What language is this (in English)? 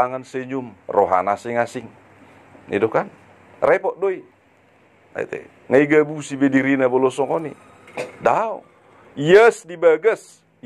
Batak Toba